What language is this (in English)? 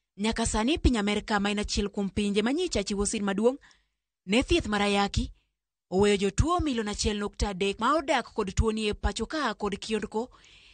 Luo (Kenya and Tanzania)